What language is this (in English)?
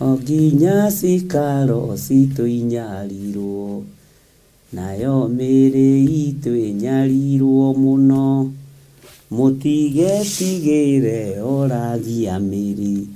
Kikuyu